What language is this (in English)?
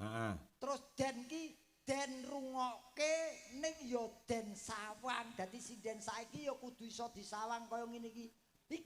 Javanese